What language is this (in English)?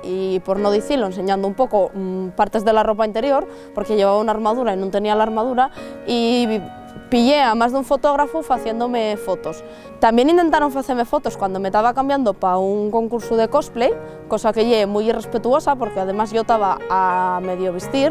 Asturian